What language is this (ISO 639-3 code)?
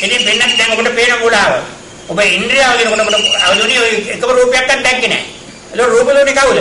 sin